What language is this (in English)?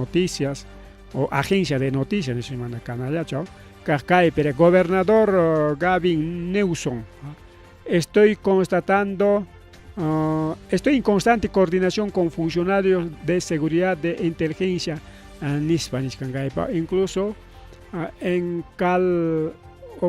Ayacucho Quechua